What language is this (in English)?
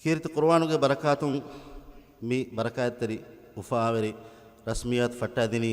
Divehi